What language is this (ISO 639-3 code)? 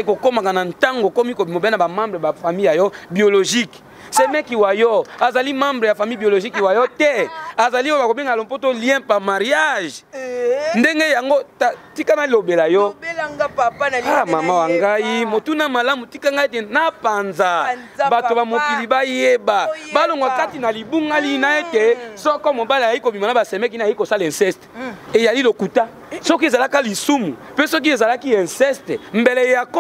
lin